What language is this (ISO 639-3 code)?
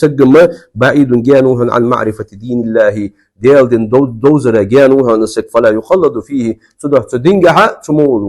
inh